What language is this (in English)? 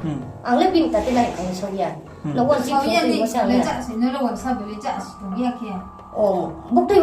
Riang (India)